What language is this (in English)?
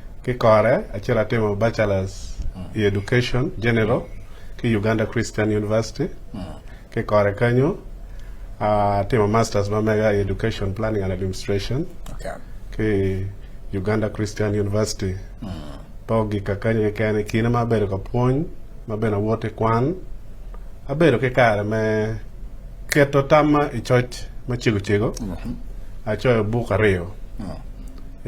Acoli